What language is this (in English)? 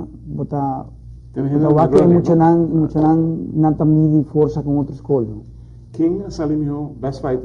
Papiamento